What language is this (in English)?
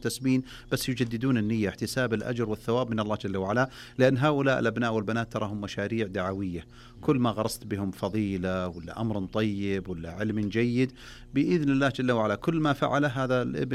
Najdi Arabic